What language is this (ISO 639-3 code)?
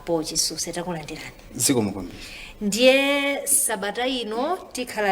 nya